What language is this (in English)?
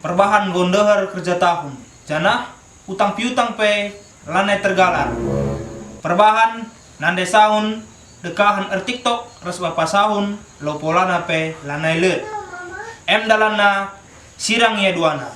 Batak Karo